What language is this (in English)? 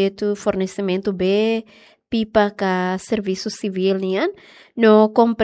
Tetum